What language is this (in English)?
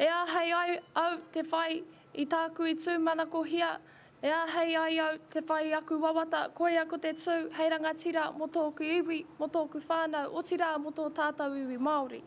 Māori